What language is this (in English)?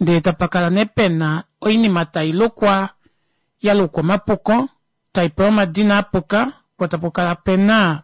Kuanyama